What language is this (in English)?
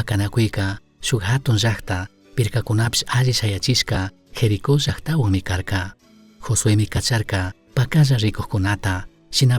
Chimborazo Highland Quichua